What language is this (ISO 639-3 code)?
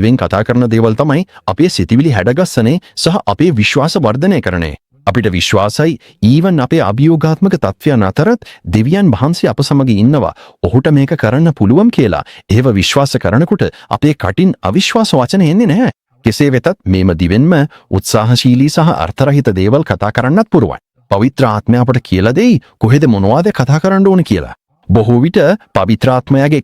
sin